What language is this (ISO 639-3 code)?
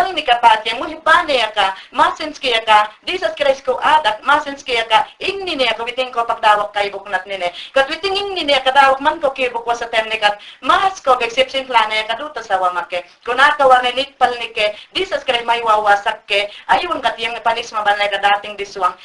yan